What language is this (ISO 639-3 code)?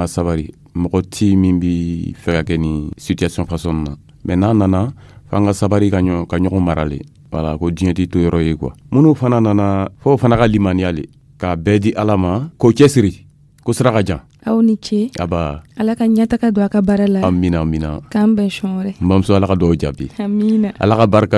dyu